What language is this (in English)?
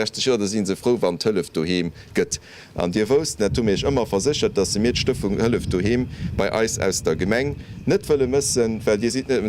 Luxembourgish